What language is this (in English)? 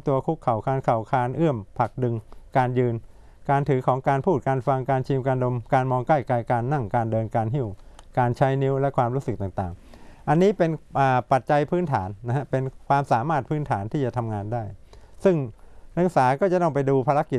Thai